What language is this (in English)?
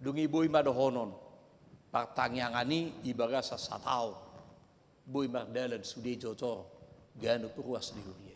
Batak Toba